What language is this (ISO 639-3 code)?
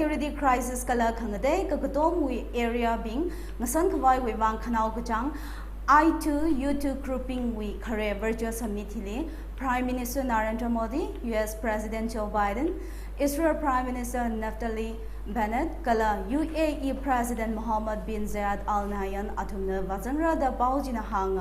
nmf